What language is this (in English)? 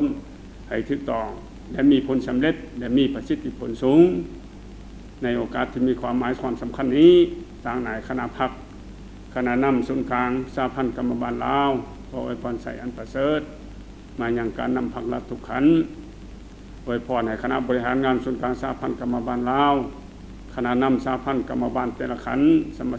Lao